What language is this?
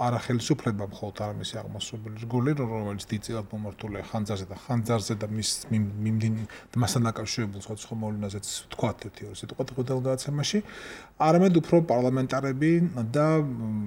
Georgian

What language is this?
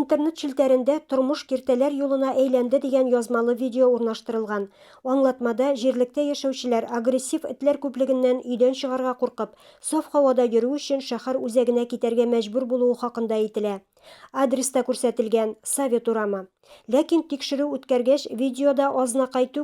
Tatar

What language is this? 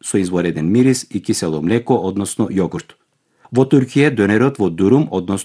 Macedonian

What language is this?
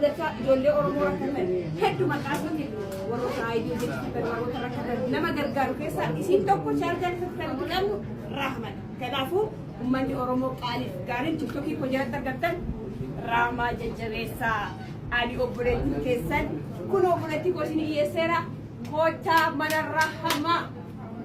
Oromo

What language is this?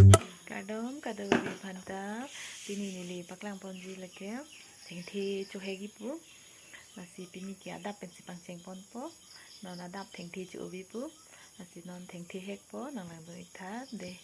Karbi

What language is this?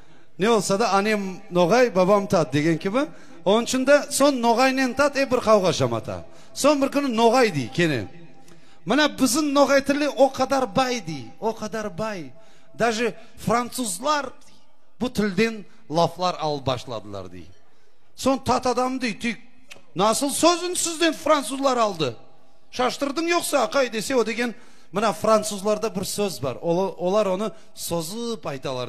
Crimean Tatar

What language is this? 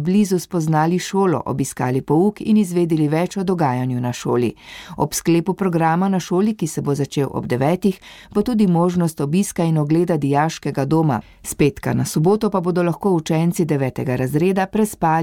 Slovenian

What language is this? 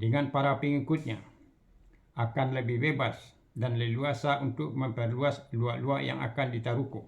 Minangkabau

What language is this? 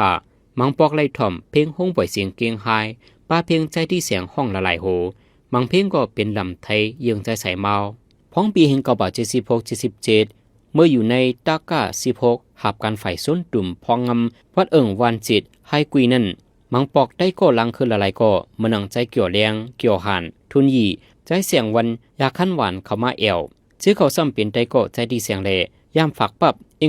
Shan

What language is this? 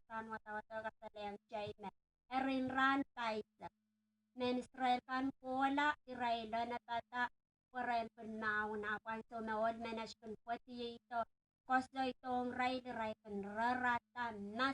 Pohnpeian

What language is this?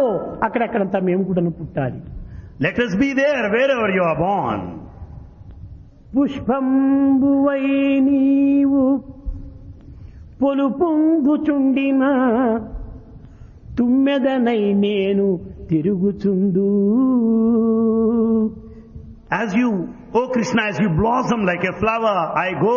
Telugu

